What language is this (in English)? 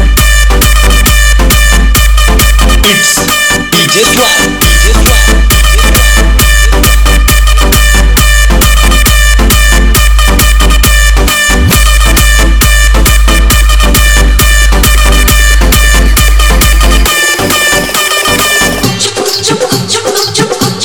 Hindi